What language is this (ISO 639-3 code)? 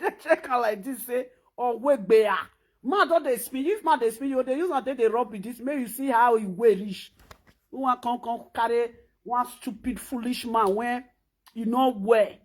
pcm